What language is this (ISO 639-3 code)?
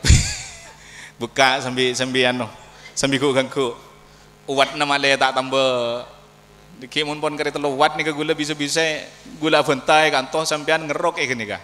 mad